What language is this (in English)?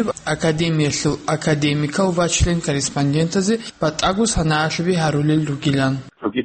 Avaric